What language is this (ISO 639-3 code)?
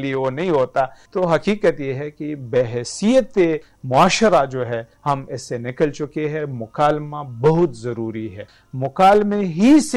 urd